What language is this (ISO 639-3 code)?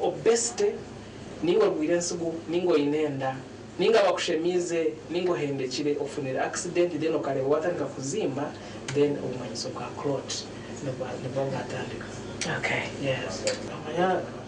nyn